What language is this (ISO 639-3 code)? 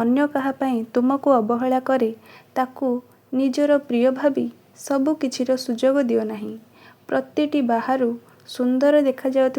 ori